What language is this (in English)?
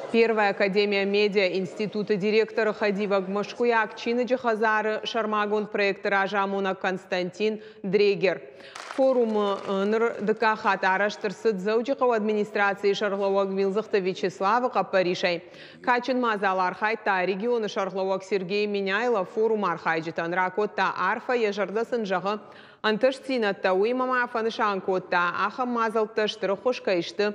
Ossetic